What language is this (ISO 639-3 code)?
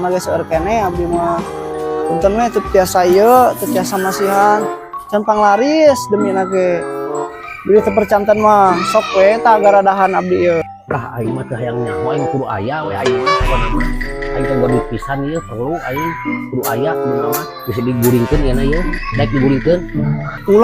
sun